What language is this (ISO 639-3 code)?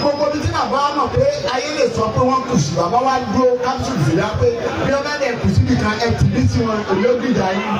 yor